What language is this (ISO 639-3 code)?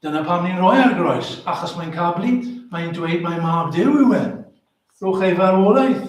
cym